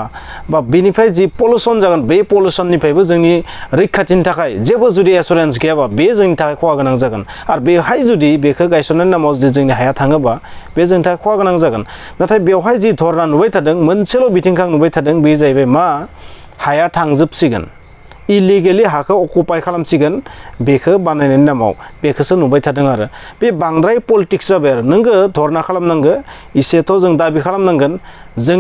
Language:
Bodo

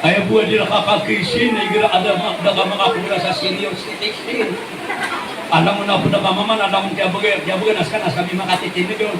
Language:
Maranao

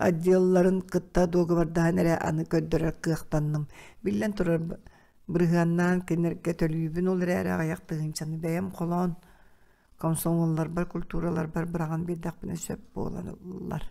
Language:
Yakut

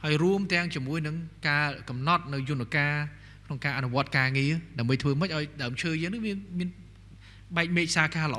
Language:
Khmer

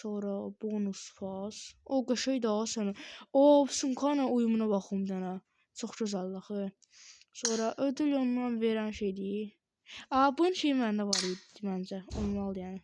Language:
Azerbaijani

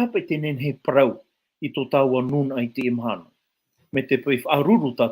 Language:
Tahitian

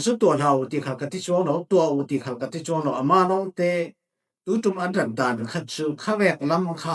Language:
Falam Chin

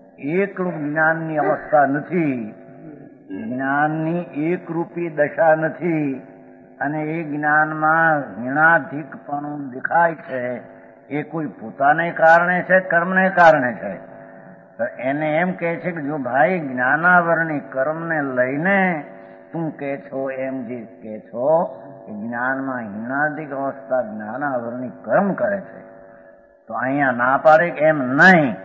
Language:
Gujarati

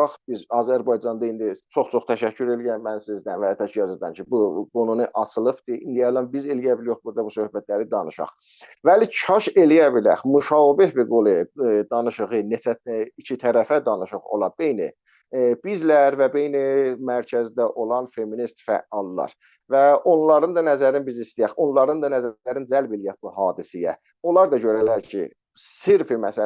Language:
South Azerbaijani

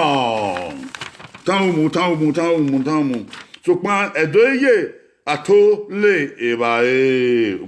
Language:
Bini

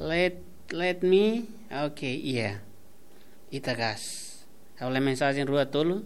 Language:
Tetum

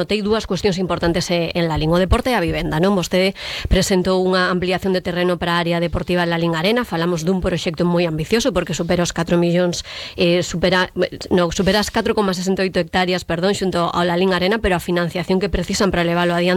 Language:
Galician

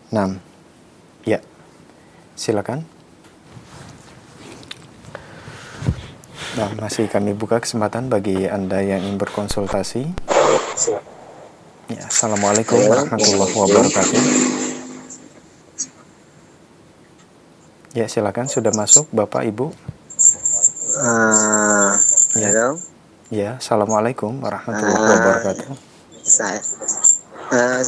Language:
Indonesian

